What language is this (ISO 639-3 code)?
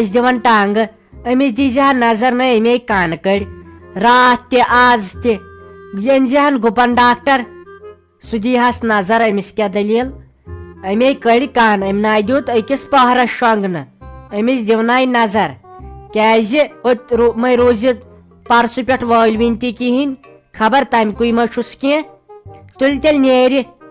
kas